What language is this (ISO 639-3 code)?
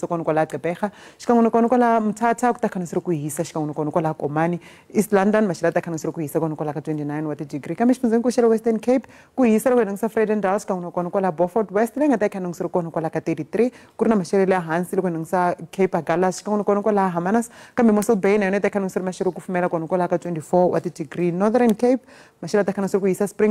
tso